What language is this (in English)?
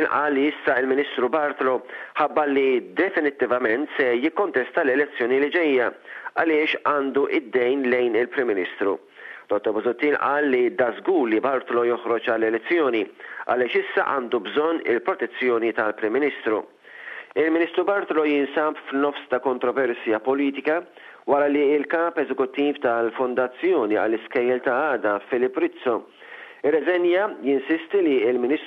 Maltese